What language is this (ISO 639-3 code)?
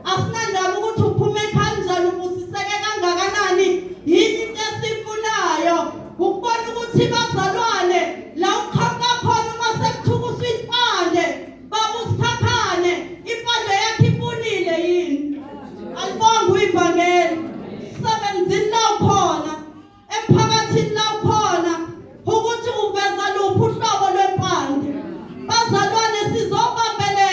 zul